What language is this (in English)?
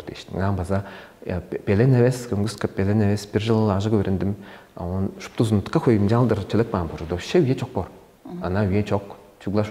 Tuvinian